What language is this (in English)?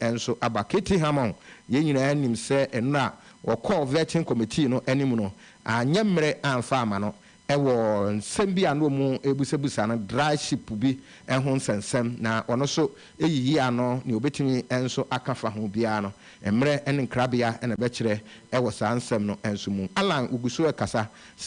Akan